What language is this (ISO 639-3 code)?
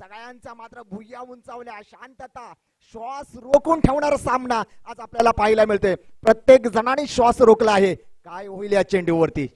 mar